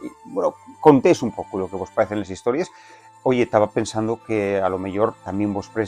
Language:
Asturian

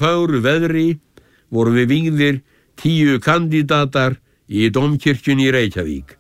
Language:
Icelandic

